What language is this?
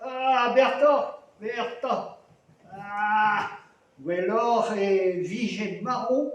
Breton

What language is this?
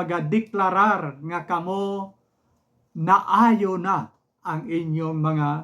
Hiligaynon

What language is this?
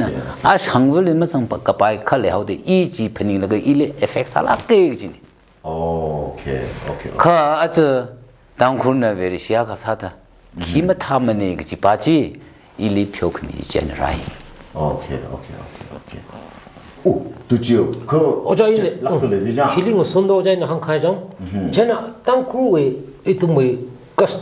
Tangkhul Naga (India)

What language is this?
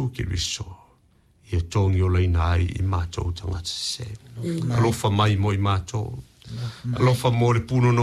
Samoan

